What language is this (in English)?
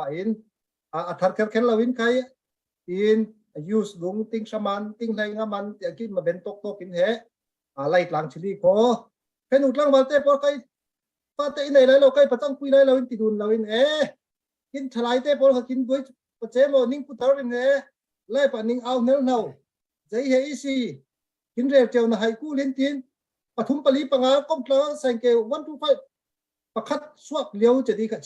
Falam Chin